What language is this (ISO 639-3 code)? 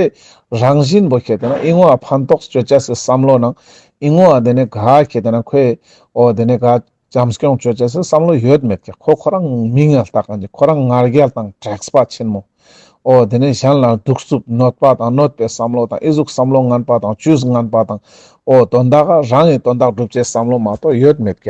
lbj